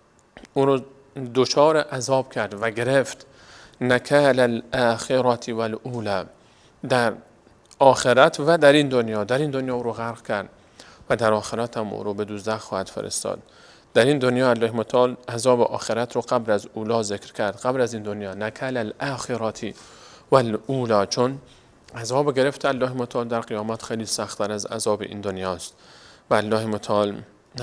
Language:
Persian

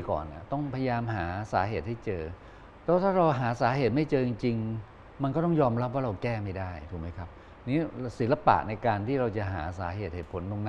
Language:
Thai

